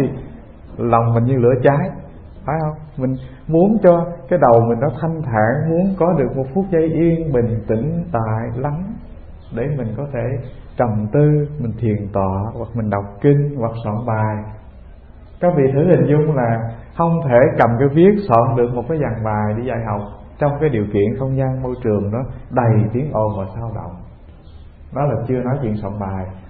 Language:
Vietnamese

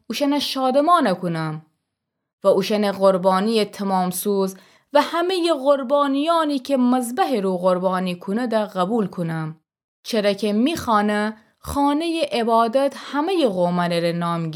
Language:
Gilaki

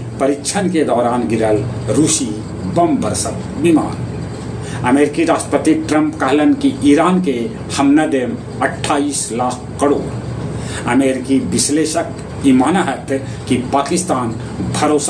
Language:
Magahi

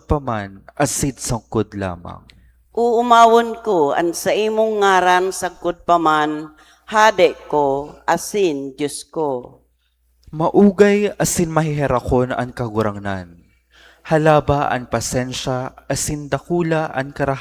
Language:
Bikol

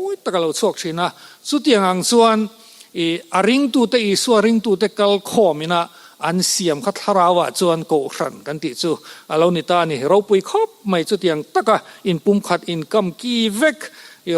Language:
Mizo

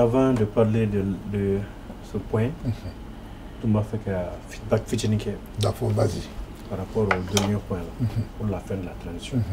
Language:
Bambara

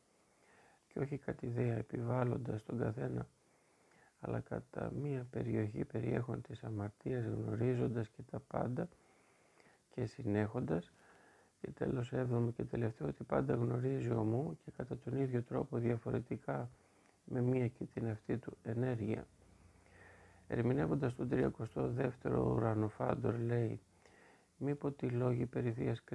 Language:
Greek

